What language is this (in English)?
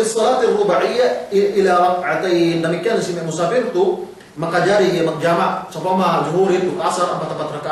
Yakan